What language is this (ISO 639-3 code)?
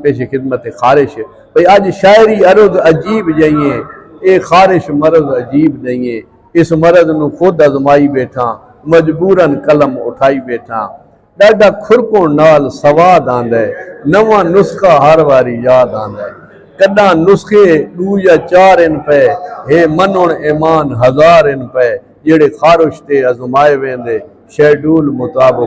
skr